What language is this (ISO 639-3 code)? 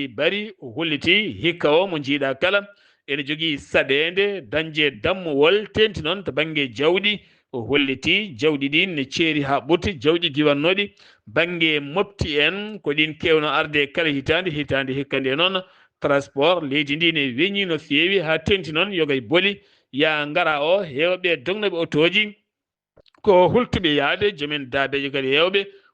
ful